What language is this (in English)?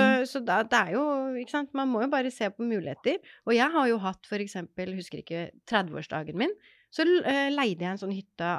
Norwegian